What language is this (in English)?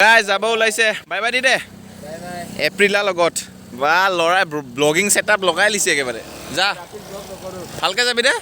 Assamese